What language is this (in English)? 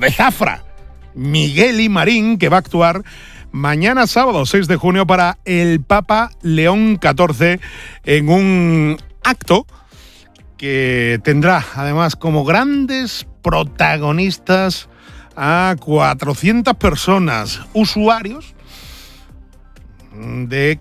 Spanish